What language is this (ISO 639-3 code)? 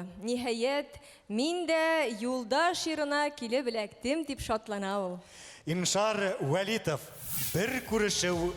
bak